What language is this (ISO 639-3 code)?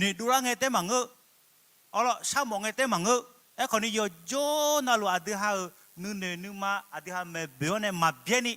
ahk